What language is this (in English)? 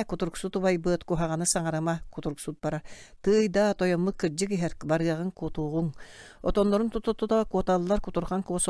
Yakut